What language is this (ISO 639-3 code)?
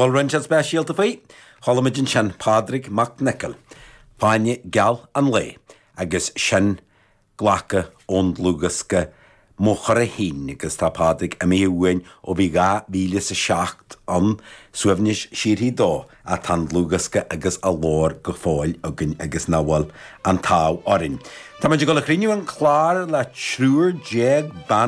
gle